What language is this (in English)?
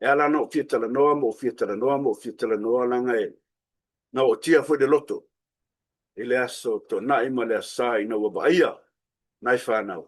Samoan